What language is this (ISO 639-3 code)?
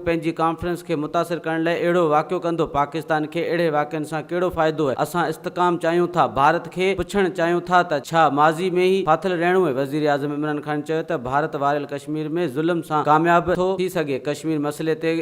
snd